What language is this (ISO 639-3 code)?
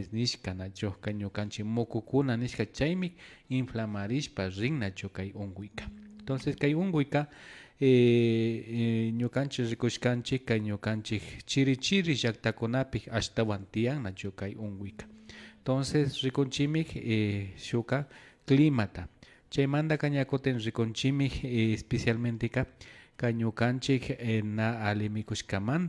qvi